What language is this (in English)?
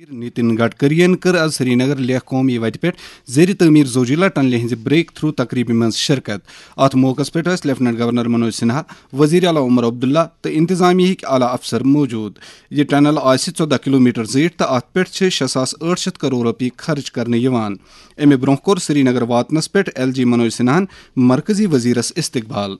Kashmiri